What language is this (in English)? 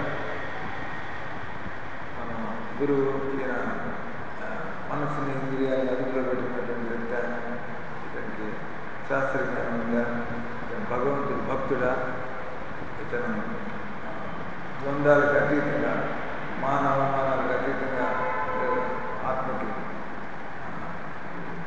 Telugu